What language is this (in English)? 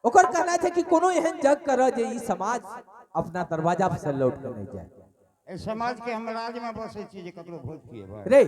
Angika